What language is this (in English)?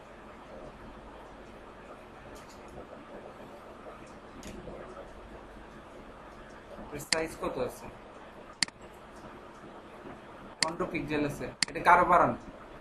Bangla